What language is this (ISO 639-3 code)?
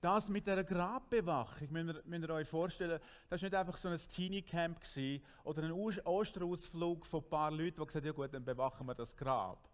gsw